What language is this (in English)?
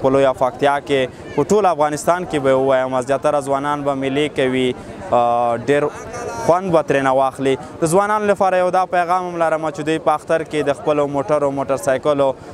Pashto